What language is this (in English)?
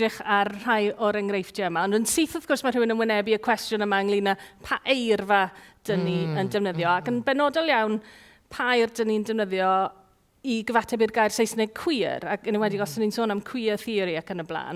Welsh